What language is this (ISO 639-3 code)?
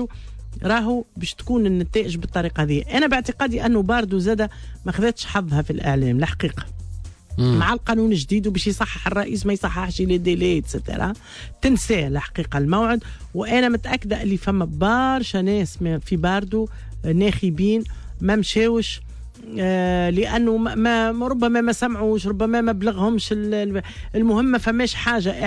aeb